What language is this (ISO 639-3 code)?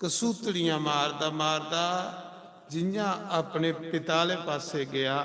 doi